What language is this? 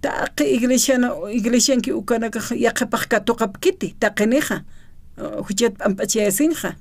Aymara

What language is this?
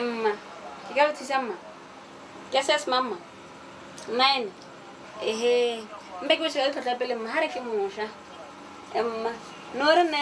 Tswana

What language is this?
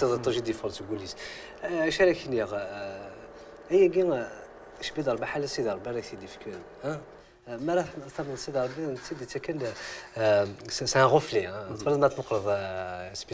Kabyle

